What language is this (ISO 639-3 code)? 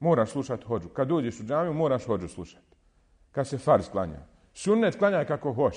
bos